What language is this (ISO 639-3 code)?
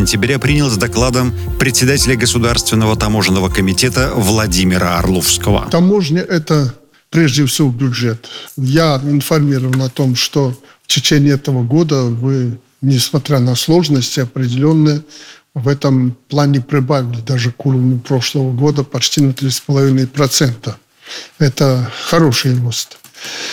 rus